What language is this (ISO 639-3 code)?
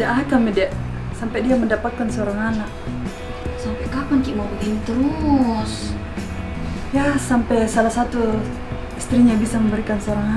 mfp